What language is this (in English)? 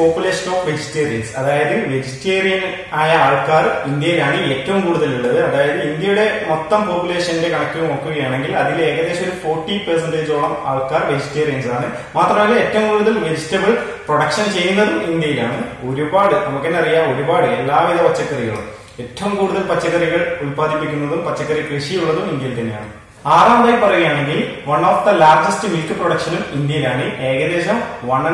Malayalam